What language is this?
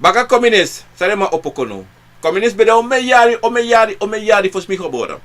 Sranan Tongo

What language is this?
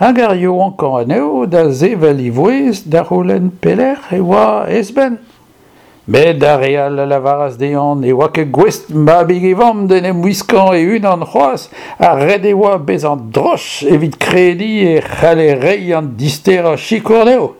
Breton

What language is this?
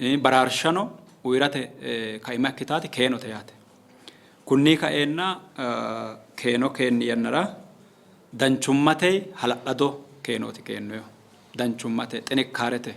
Sidamo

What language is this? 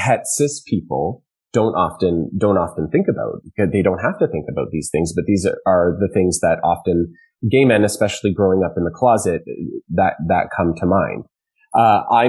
English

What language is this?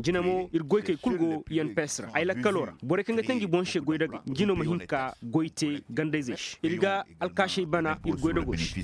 Koyraboro Senni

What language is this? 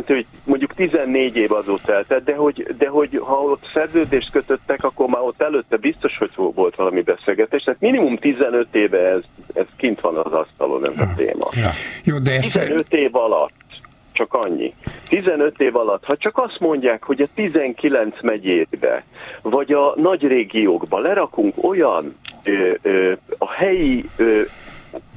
Hungarian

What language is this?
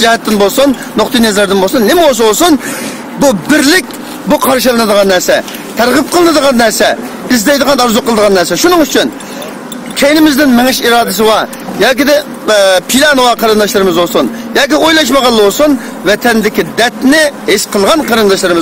Uyghur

